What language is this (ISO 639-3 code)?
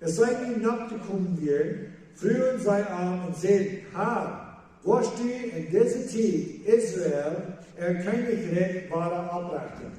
pdt